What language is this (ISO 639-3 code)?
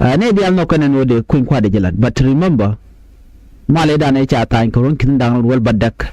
nus